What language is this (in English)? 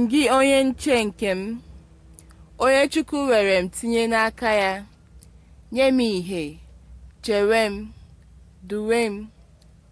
Igbo